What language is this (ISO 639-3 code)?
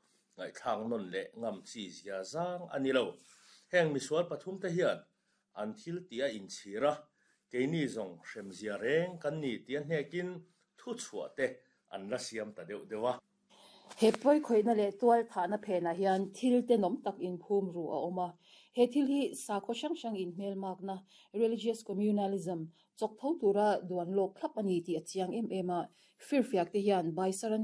lus